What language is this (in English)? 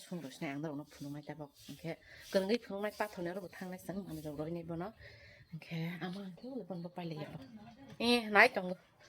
Kok Borok